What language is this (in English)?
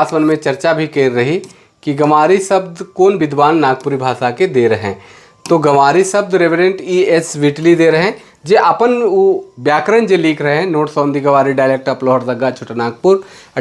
Sadri